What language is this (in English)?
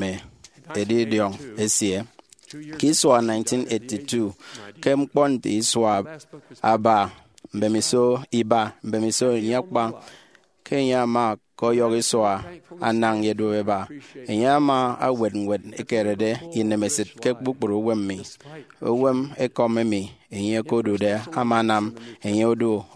Efik